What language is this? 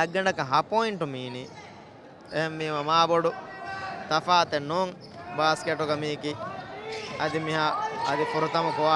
Divehi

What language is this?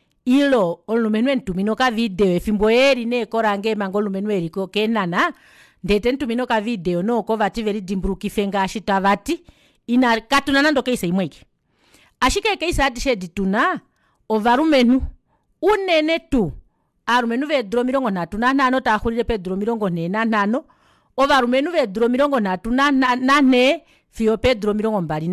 Kuanyama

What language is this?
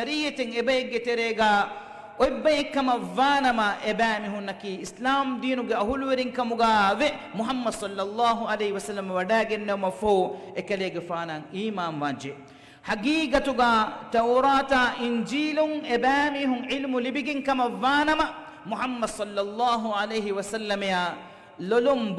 Divehi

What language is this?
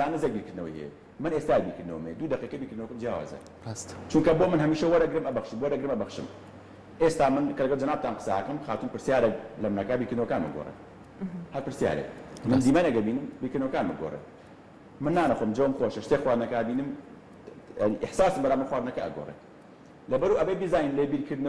Central Kurdish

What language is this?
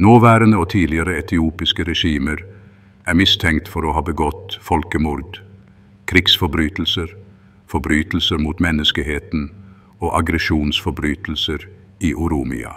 Norwegian Bokmål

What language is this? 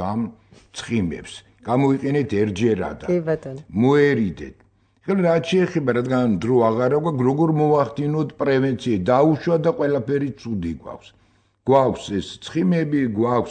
Georgian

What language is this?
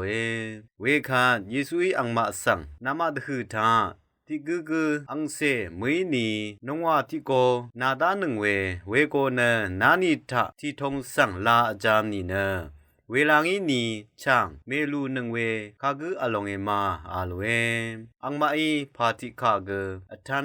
Rawang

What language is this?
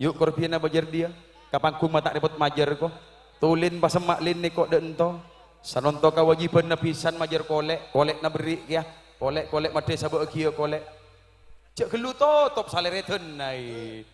Madurese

